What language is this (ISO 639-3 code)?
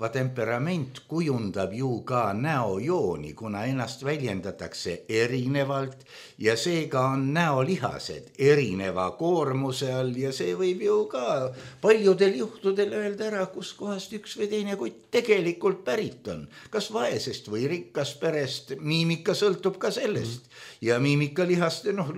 est